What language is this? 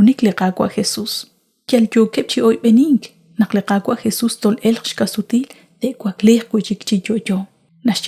Kekchí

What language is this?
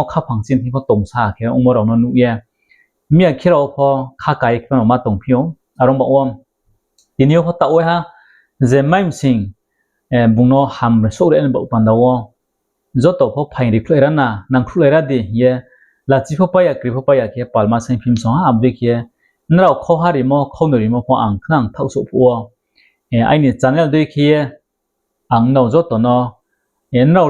Riang (India)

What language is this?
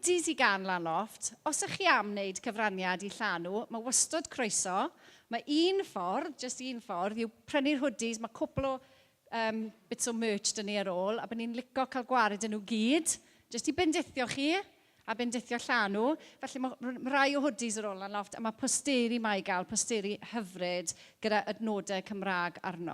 Welsh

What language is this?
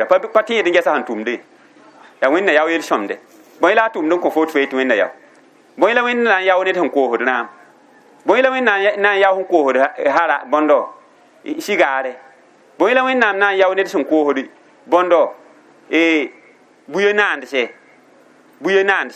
Mossi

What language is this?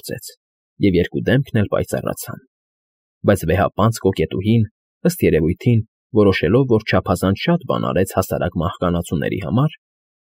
Armenian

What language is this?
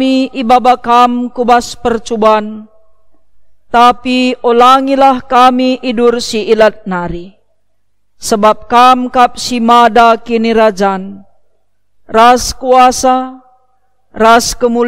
Batak Karo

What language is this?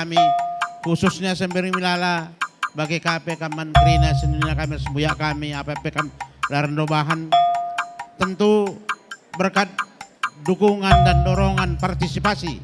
Batak Karo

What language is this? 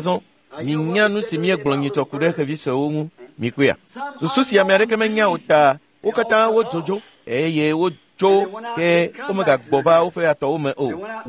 Ewe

